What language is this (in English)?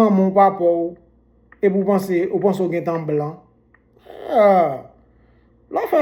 Haitian Creole